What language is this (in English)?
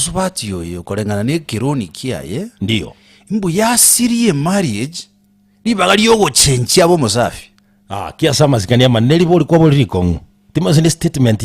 Gusii